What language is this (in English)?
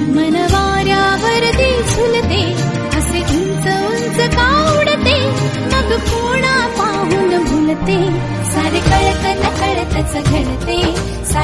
Marathi